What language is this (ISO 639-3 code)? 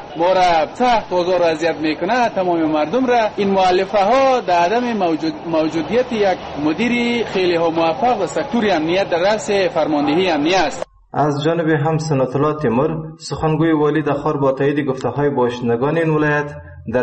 fas